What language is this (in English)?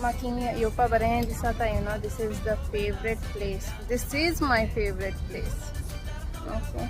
Konkani